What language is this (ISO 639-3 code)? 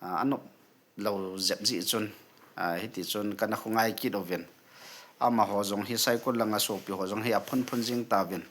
tcz